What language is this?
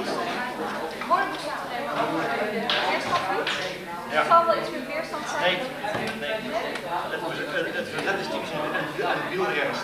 Dutch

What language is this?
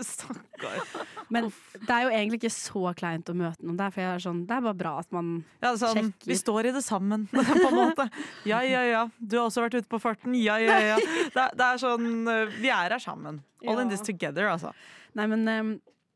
Norwegian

